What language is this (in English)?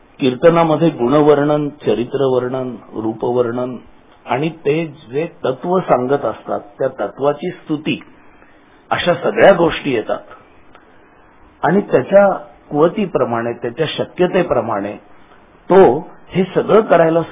Marathi